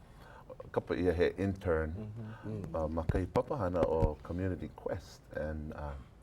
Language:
Hawaiian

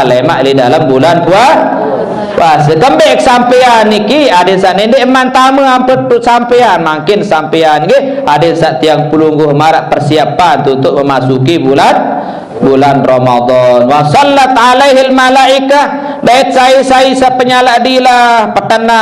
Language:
Sasak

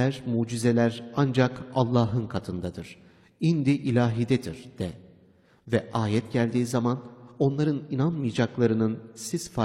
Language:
Turkish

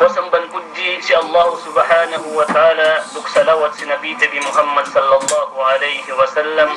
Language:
Yakan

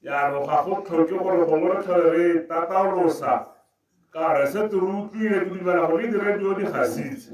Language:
Tswana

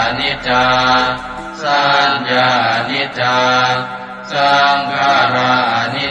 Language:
Pali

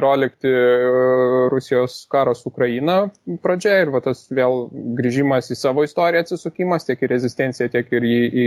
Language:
Lithuanian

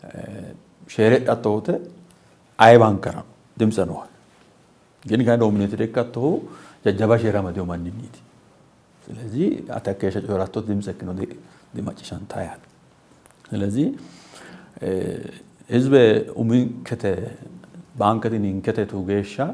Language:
Sidamo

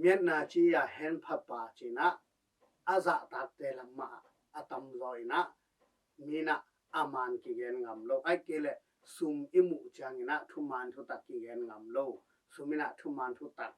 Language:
Tedim Chin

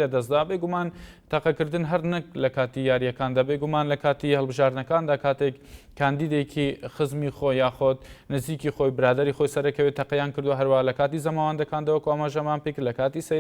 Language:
Central Kurdish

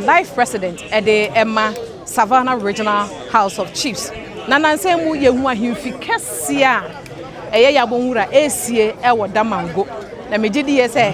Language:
Akan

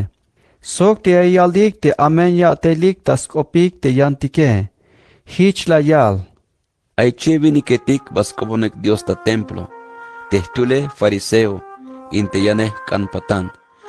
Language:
Tzeltal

